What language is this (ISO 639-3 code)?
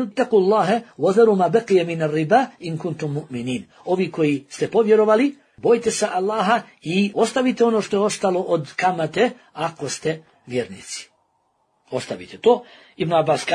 bos